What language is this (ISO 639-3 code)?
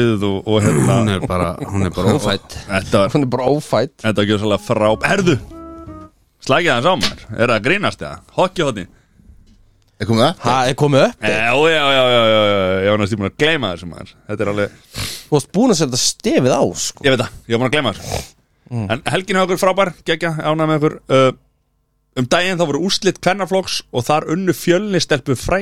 isl